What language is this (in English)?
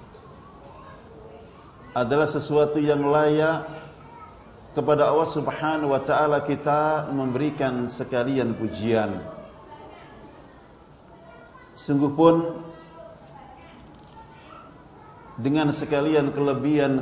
Indonesian